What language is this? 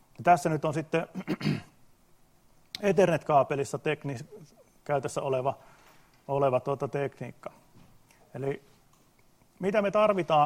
Finnish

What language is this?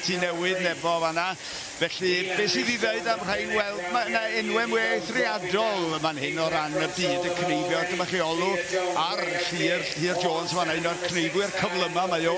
Welsh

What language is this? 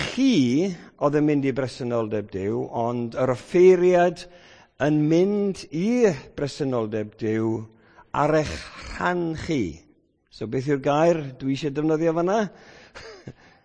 Welsh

